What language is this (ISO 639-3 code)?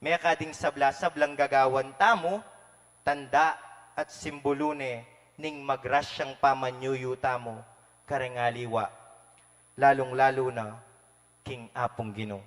pam